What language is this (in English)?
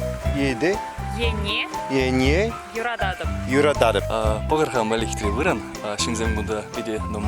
Chuvash